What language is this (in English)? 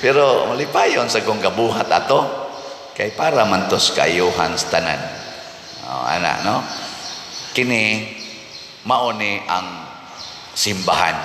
Cebuano